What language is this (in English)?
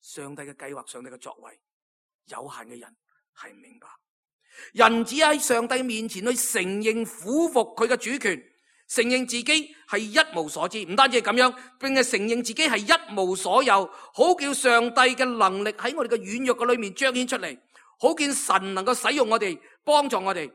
Cantonese